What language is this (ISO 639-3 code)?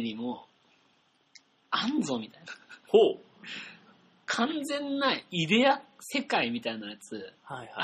jpn